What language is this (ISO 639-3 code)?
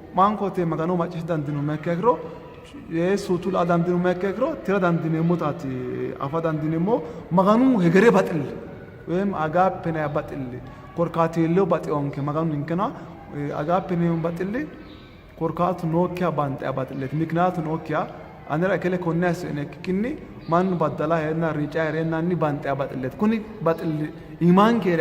sid